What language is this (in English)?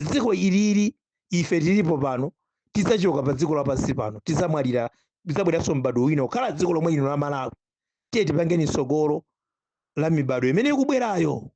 Nyanja